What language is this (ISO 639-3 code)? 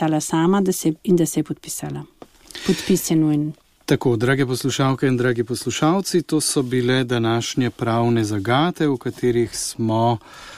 slv